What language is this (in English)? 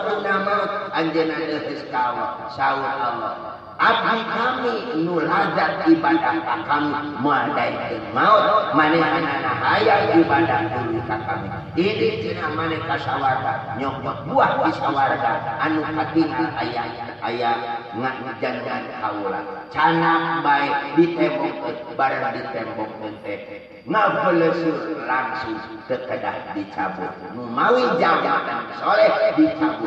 Sundanese